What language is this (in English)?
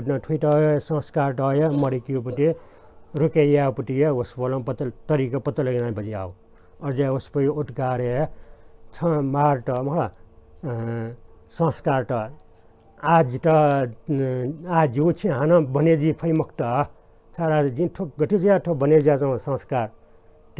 Newari